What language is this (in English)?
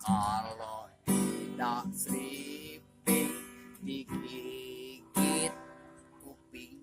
Betawi